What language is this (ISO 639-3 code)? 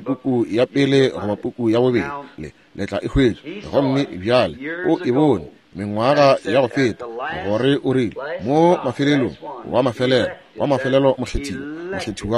nso